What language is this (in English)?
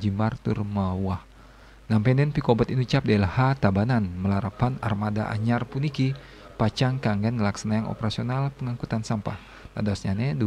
Balinese